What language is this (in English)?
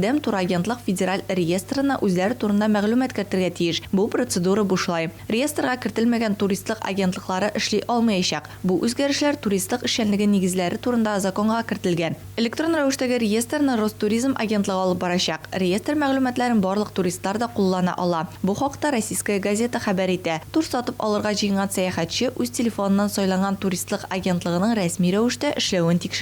Tatar